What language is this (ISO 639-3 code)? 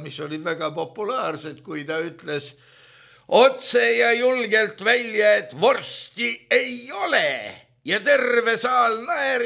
est